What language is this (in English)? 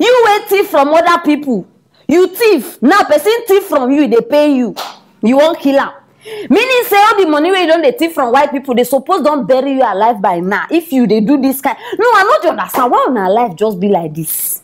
Nigerian Pidgin